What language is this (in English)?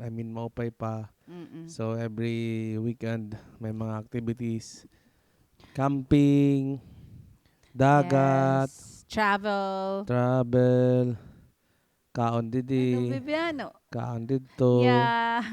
Waray